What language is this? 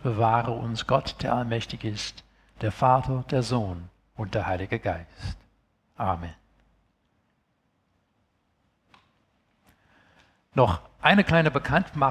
German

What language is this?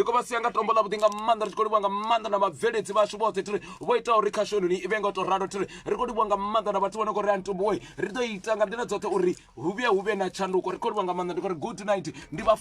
Venda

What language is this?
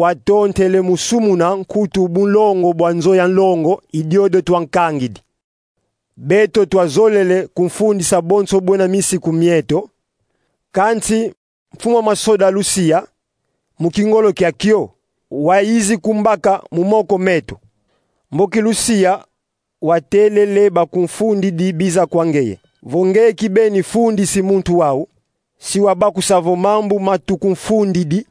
Kongo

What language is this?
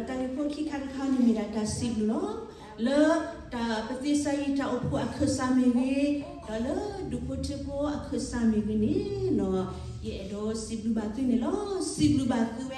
S'gaw Karen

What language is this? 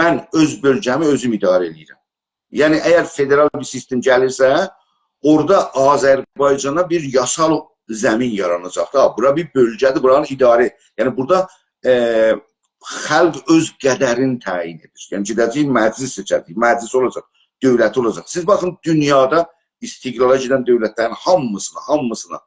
South Azerbaijani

